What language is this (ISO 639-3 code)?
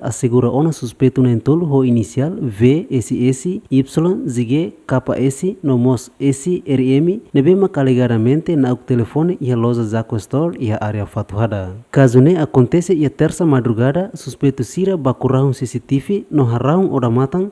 tet